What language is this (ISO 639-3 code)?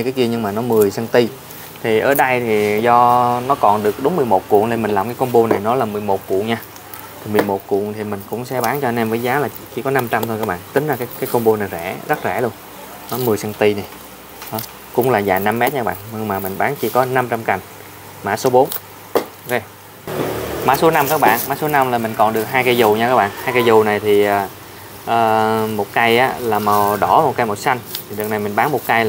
vie